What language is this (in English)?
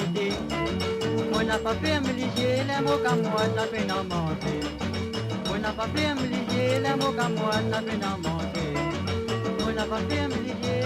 Morisyen